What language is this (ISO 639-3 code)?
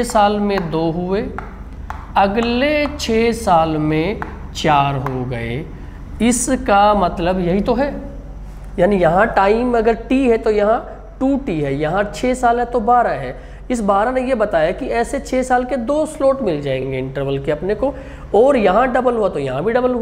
hin